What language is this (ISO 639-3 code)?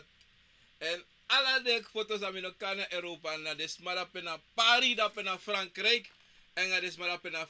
srn